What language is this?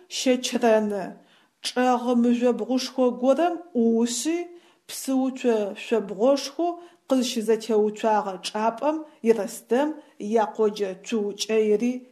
Adyghe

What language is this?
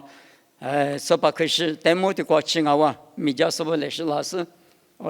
Lisu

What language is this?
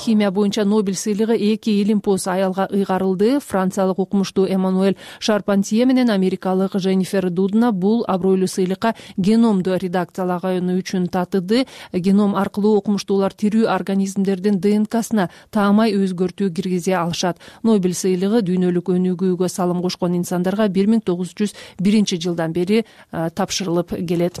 Kyrgyz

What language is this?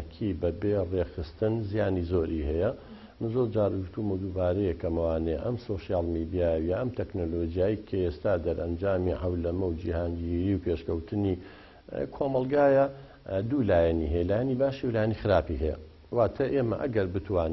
Central Kurdish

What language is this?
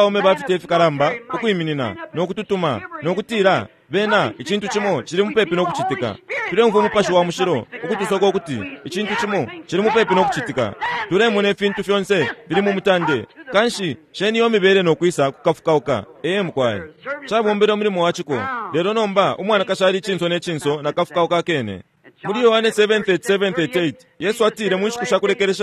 Bemba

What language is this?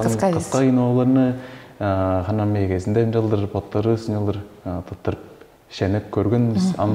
Tuvinian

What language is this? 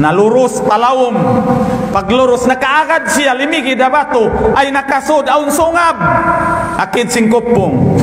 Tausug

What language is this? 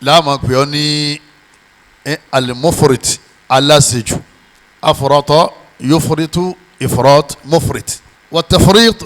Yoruba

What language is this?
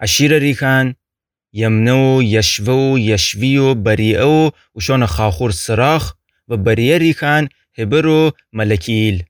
Gilaki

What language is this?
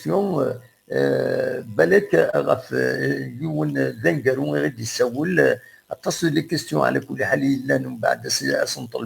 Kabyle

